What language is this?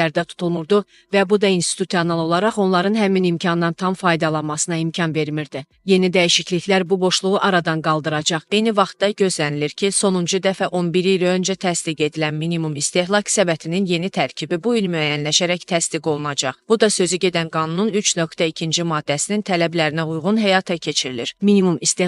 Azerbaijani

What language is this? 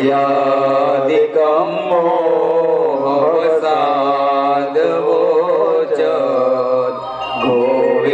Gujarati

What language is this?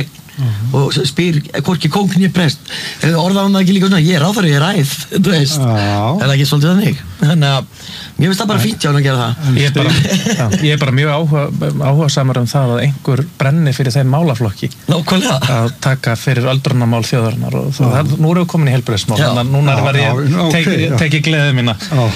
Icelandic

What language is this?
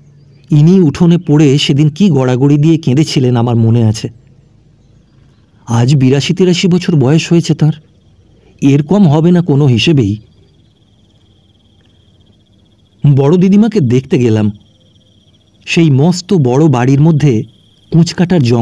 Bangla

